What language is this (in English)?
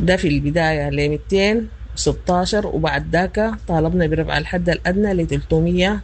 Sudanese Arabic